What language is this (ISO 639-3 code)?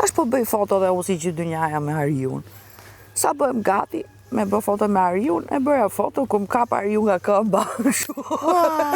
sqi